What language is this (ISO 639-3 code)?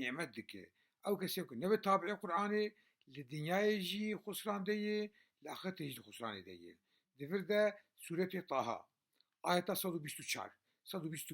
kur